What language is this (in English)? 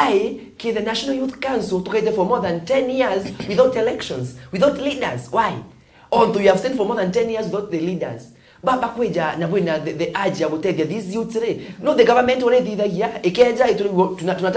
Meru